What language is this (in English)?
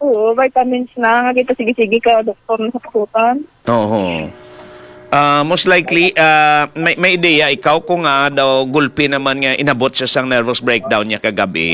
Hiligaynon